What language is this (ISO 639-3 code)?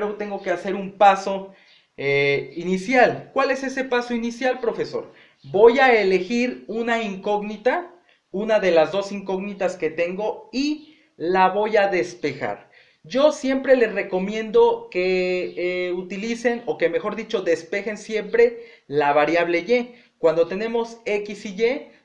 spa